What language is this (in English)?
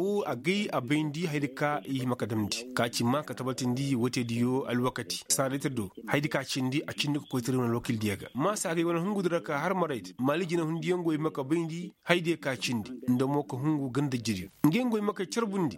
Koyraboro Senni